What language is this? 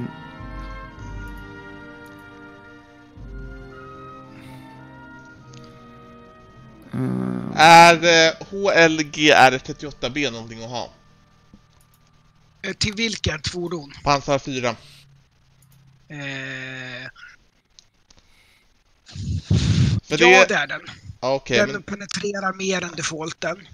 Swedish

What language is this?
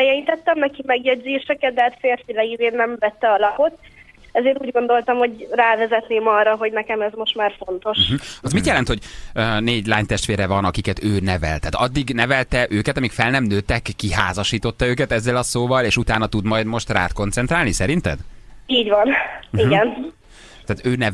Hungarian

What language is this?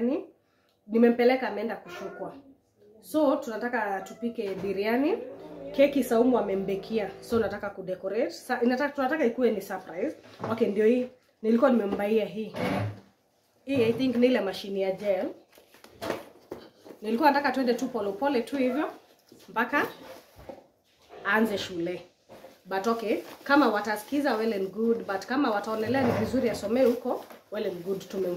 Swahili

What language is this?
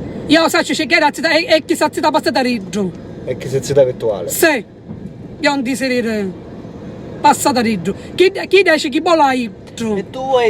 Sicilian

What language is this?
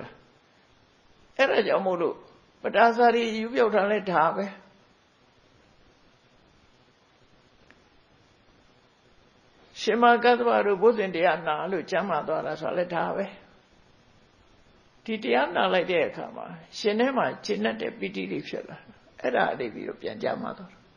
Burmese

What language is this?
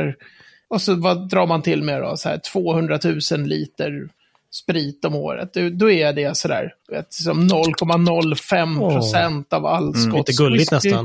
Swedish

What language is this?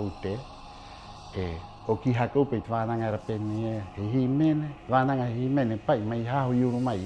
Rapanui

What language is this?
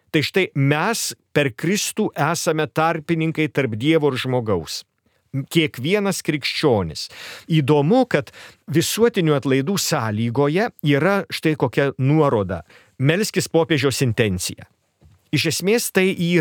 Lithuanian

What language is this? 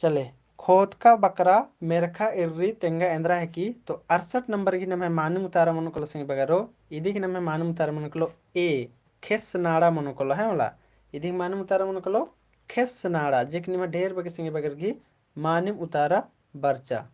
Kurukh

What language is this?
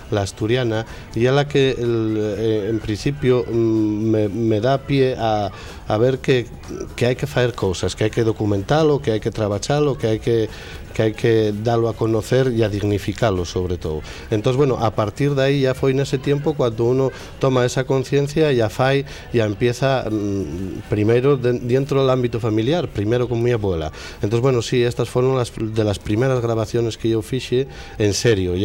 Asturian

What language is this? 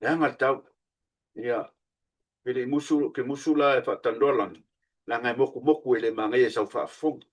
Samoan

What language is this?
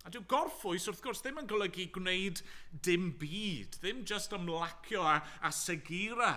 Welsh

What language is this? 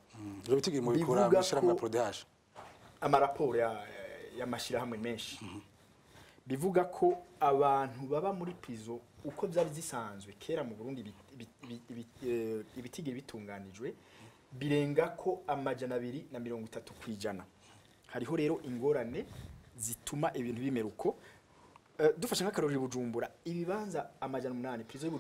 Rundi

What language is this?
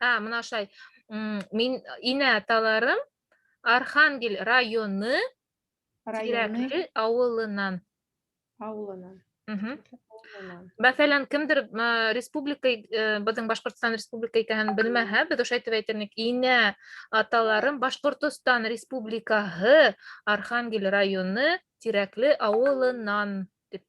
Bashkir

